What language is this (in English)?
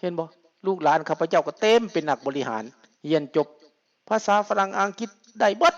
Lao